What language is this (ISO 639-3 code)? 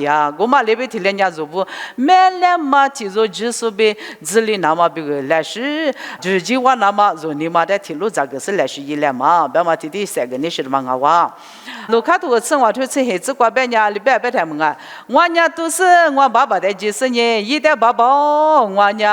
lis